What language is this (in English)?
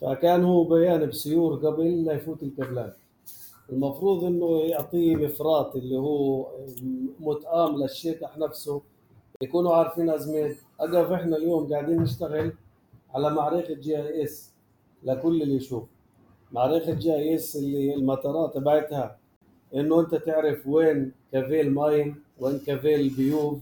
North Levantine Arabic